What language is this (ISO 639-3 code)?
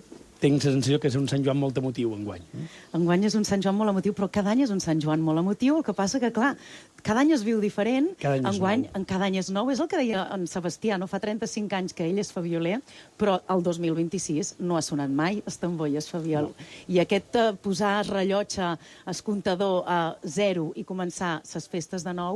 cat